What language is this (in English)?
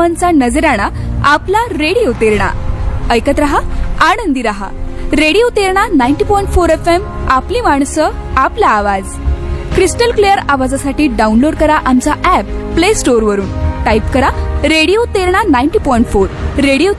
Marathi